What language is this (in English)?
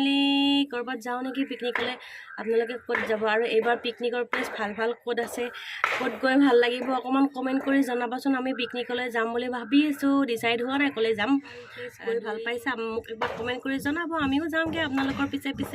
Assamese